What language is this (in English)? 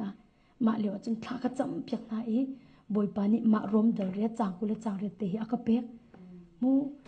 Hakha Chin